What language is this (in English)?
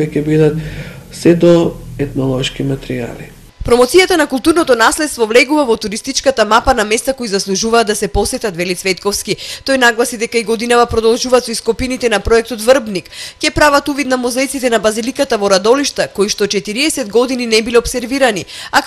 Macedonian